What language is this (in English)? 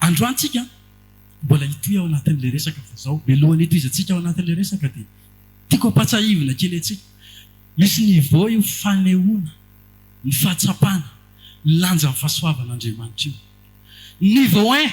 Malagasy